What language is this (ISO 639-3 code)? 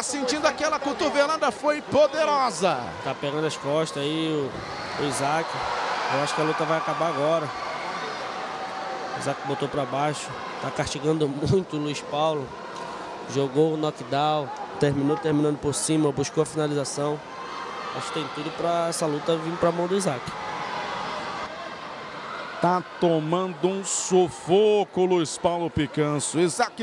por